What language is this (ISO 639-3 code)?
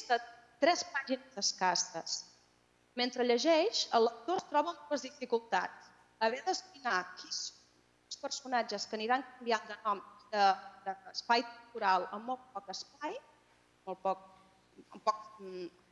cat